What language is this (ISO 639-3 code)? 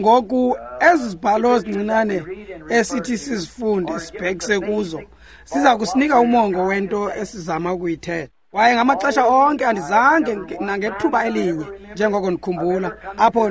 xho